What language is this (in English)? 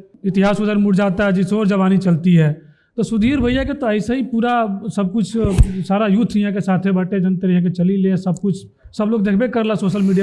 Bhojpuri